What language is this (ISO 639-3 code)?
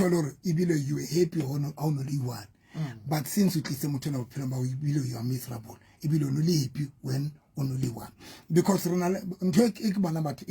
sot